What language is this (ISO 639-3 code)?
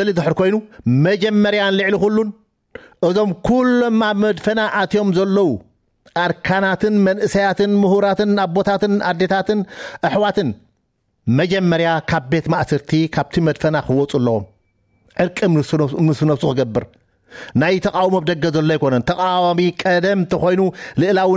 tir